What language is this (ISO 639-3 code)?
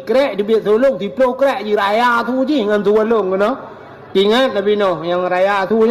ace